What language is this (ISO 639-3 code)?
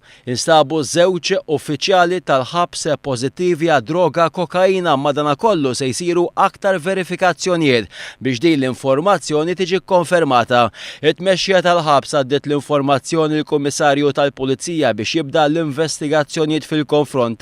mlt